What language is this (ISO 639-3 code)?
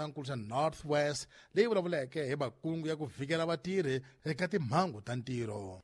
tso